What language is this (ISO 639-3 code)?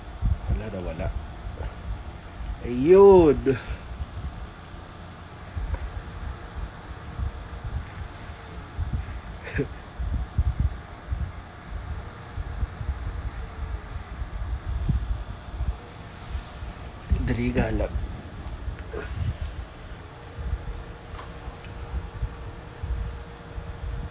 fil